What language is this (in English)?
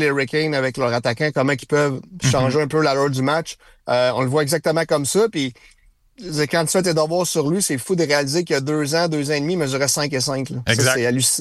French